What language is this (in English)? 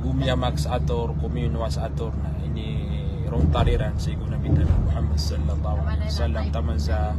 Maranao